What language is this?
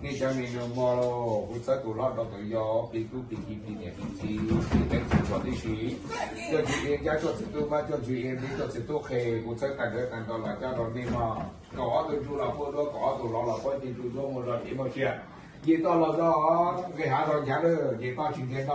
Hmong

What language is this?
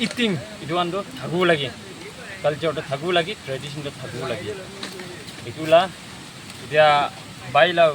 Naga Pidgin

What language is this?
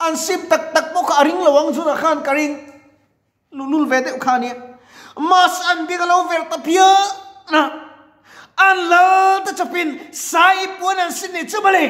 Mizo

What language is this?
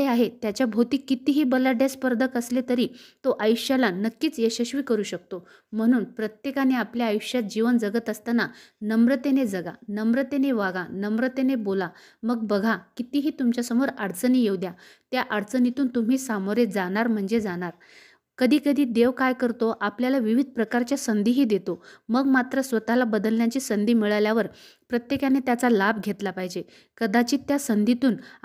Marathi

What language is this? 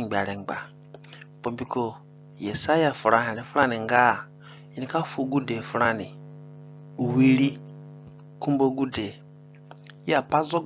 Zande (individual language)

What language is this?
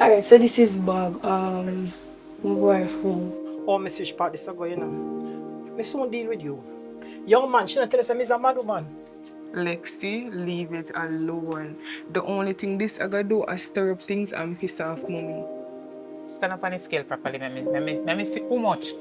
Jamaican Creole English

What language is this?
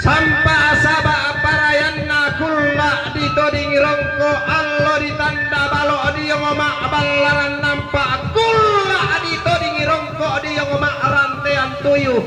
Toraja-Sa'dan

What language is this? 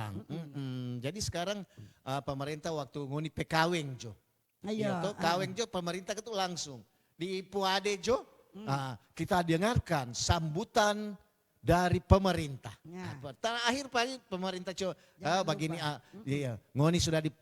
Manado Malay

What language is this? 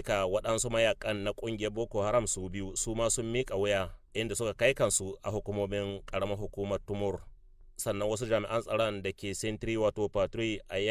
Hausa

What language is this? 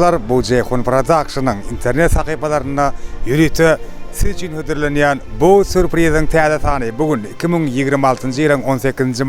Turkmen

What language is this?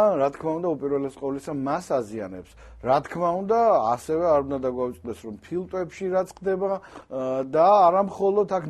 Georgian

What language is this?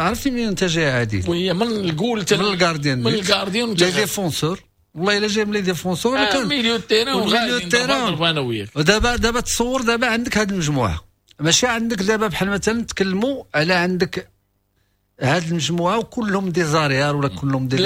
Moroccan Arabic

